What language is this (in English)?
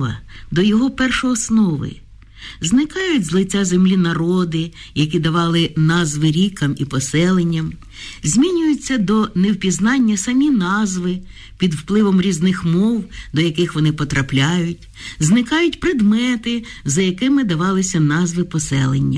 Ukrainian